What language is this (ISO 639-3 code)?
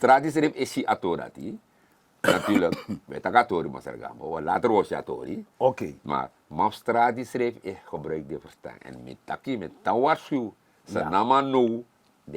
srn